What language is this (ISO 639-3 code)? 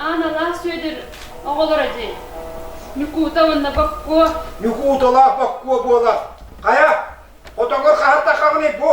sah